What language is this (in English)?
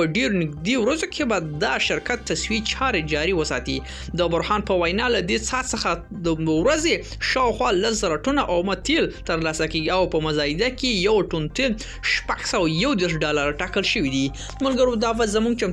Pashto